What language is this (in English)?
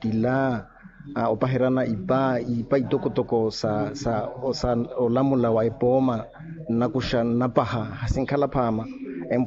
Makhuwa